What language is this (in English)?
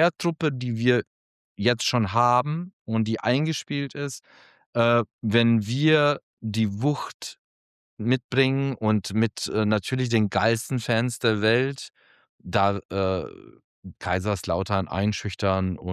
German